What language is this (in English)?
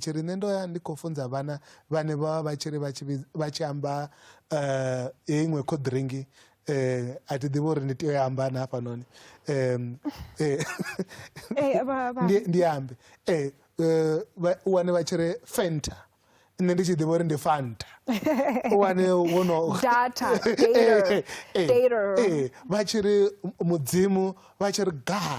Venda